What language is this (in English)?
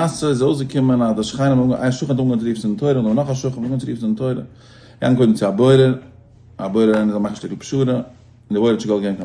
Yiddish